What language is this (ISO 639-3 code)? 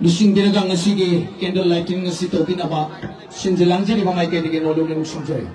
mni